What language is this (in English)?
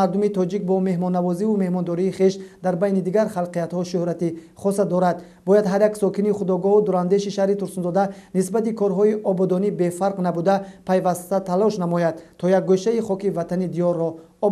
Tajik